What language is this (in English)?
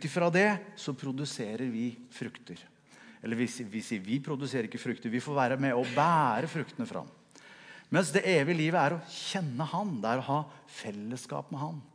Norwegian